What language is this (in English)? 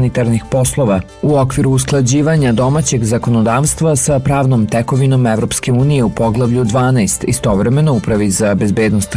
Serbian